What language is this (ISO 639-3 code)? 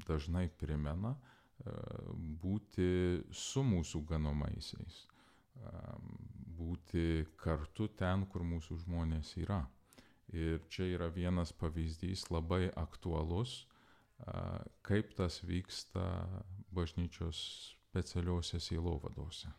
lit